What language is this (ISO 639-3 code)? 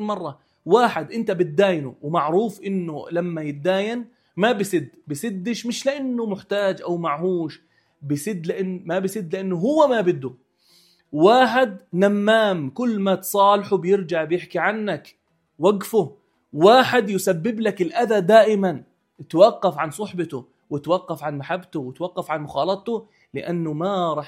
apc